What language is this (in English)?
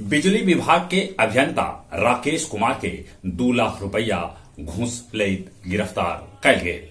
Magahi